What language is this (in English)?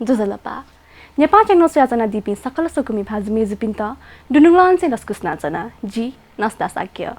Newari